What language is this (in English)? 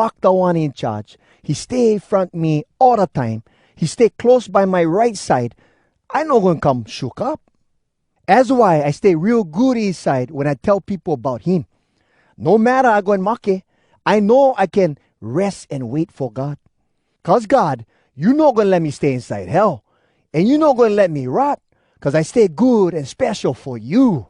Hawai'i Creole English